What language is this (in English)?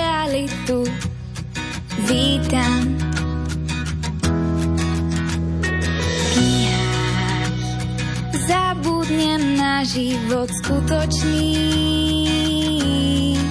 Slovak